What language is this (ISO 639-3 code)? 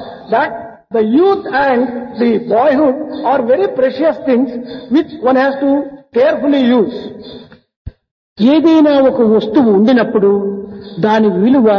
tel